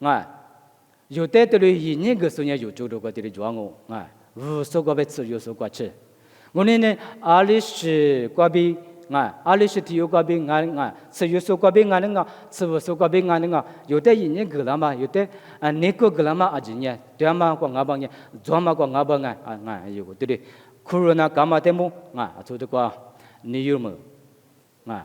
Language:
Lisu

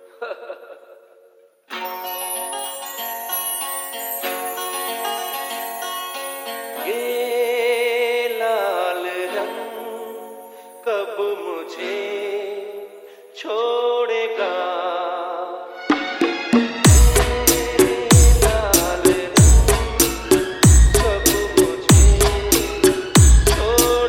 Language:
Hindi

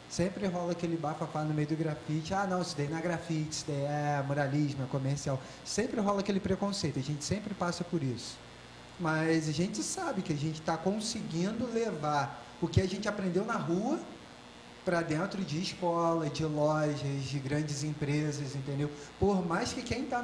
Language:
Portuguese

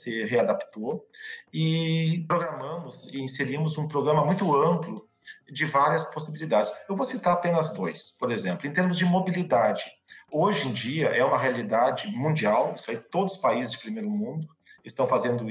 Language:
Portuguese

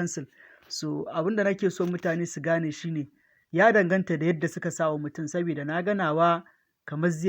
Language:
Hausa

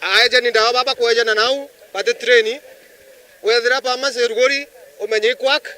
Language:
Meru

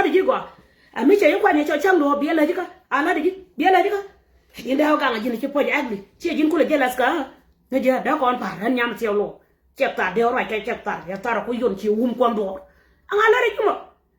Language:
Nuer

